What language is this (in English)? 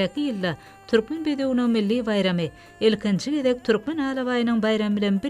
Turkmen